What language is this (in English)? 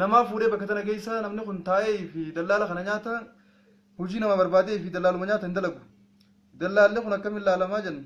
Oromo